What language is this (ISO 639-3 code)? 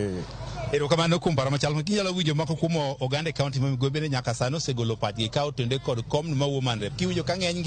luo